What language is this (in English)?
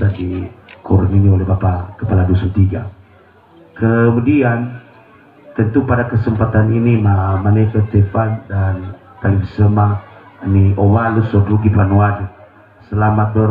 Nias